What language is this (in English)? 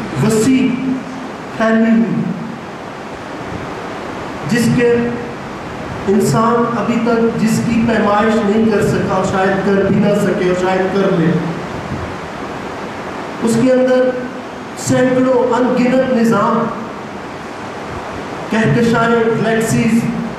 Urdu